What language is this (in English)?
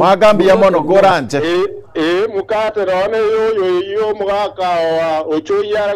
Gusii